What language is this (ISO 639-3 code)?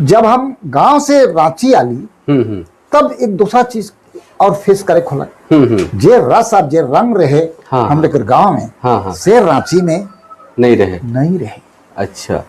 sck